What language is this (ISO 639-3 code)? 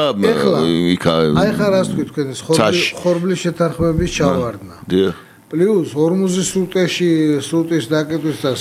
kat